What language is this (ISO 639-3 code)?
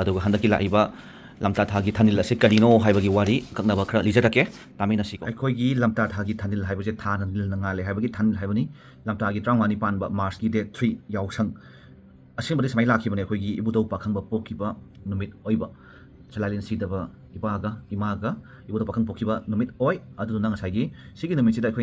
mni